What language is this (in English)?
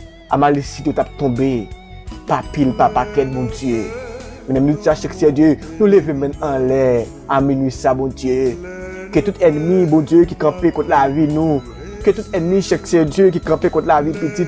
Haitian Creole